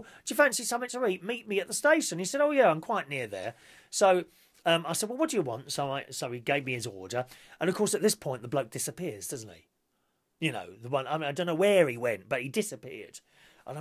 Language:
English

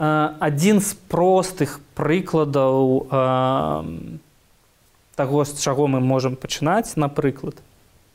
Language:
Belarusian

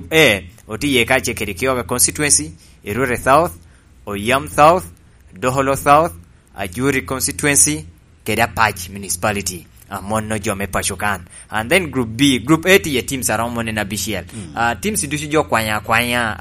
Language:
Lango (Uganda)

